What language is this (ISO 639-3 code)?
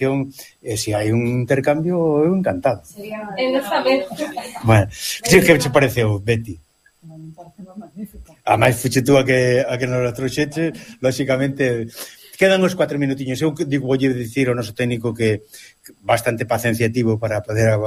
glg